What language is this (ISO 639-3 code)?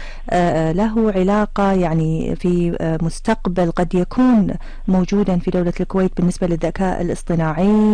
afb